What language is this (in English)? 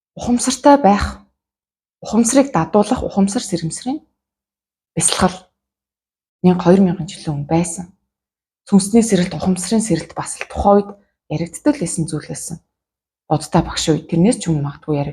Mongolian